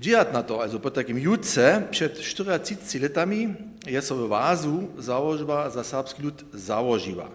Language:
Upper Sorbian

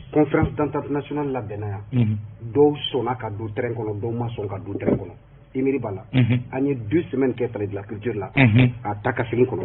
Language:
Bambara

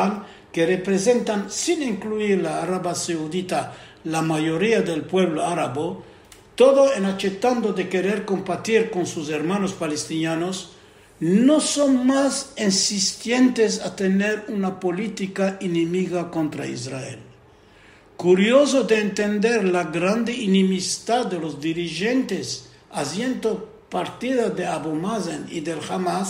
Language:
Ladino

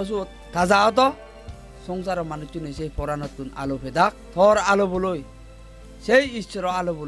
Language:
Chakma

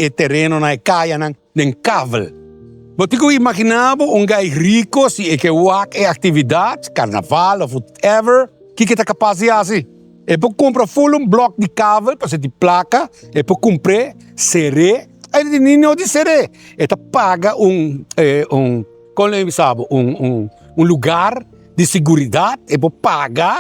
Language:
Papiamento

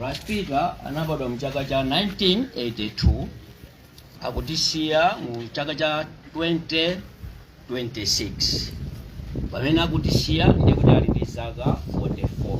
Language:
Nyanja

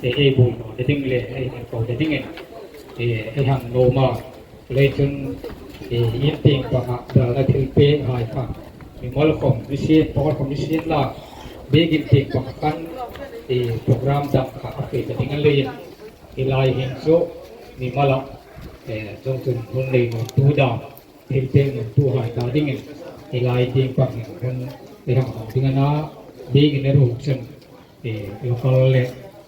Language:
Hmar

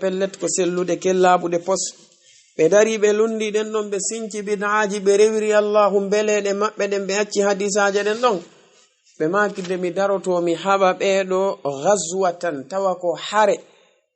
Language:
Fula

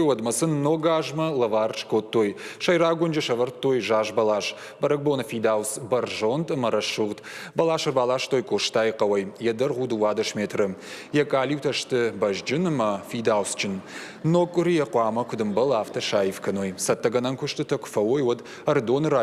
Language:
Ossetic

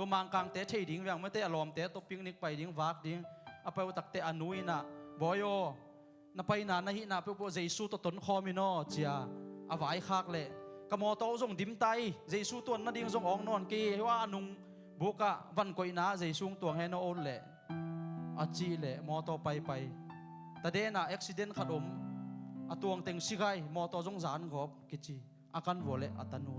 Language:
Tedim Chin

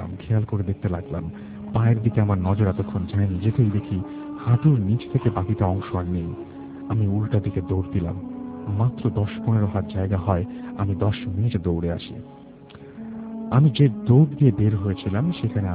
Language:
Bangla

